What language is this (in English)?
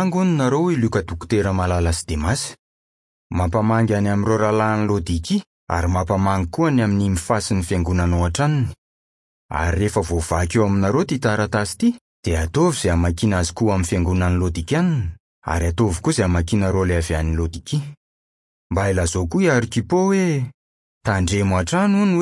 Malagasy